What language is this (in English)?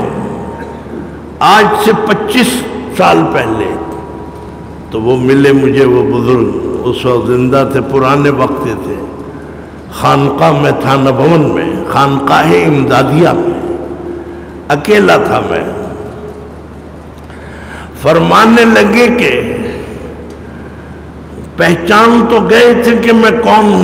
Urdu